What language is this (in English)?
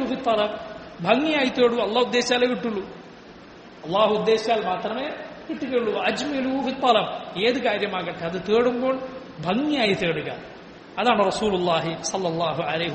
Malayalam